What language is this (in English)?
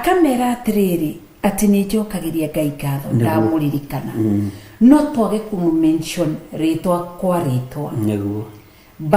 Kikuyu